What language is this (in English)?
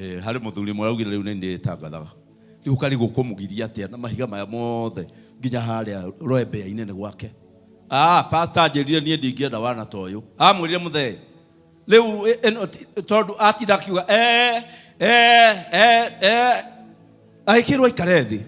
Kikuyu